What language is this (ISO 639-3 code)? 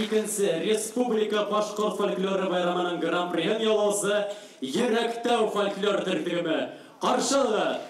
bak